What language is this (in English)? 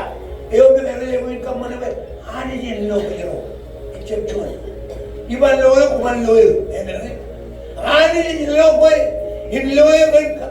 Marshallese